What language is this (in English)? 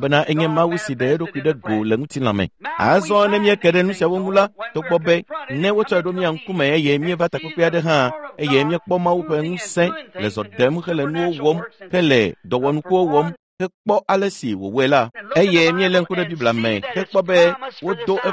Ewe